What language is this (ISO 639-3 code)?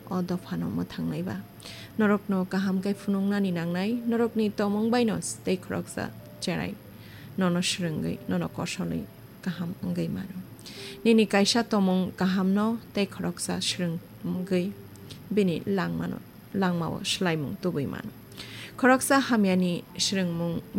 trp